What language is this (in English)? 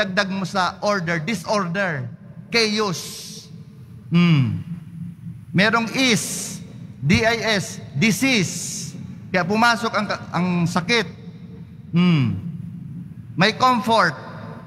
Filipino